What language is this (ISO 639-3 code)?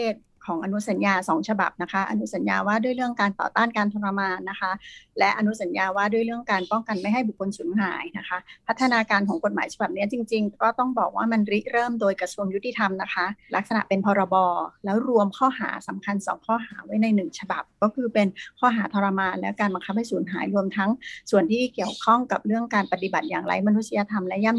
tha